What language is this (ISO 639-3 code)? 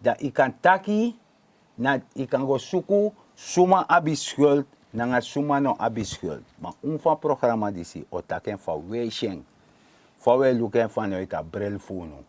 srn